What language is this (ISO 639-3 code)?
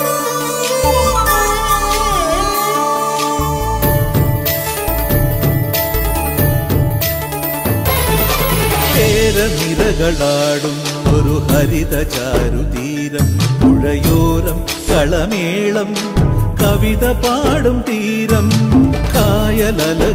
mal